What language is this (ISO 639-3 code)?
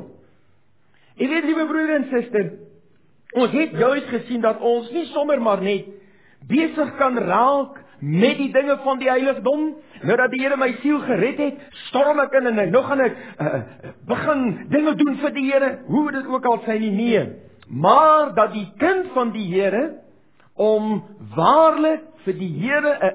afr